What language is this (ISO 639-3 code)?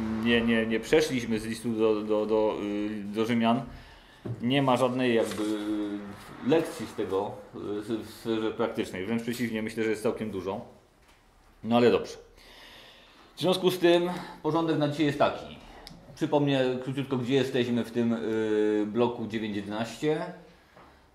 pol